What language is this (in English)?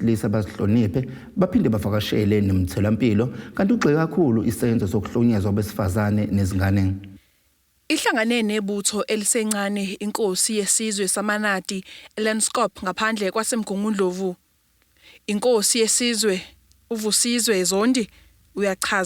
Zulu